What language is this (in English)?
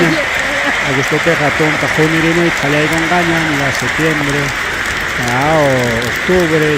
Ayacucho Quechua